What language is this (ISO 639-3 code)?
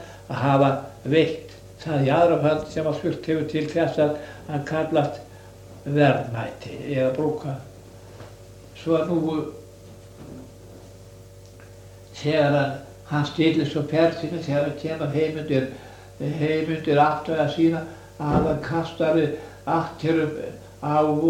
isl